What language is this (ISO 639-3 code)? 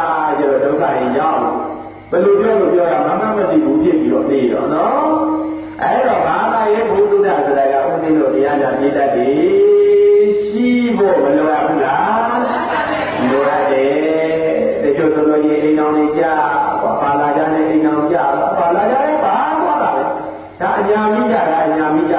mya